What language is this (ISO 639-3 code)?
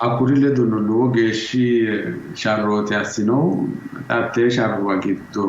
sid